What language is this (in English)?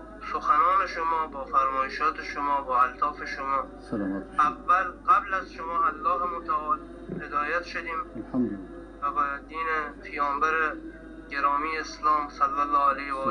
Persian